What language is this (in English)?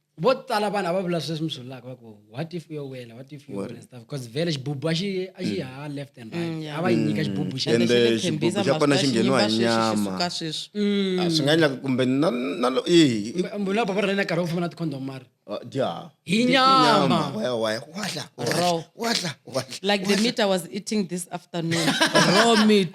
Tsonga